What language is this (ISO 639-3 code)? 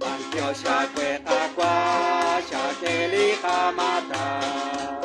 kek